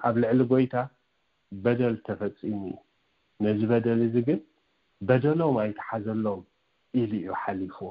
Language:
Tigrinya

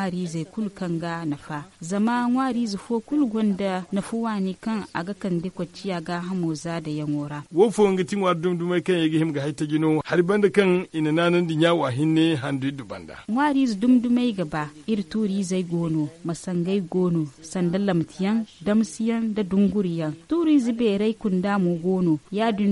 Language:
Zarma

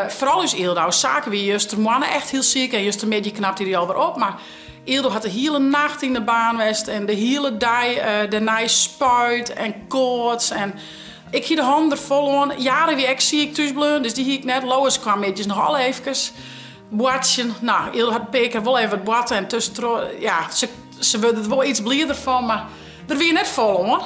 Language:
Western Frisian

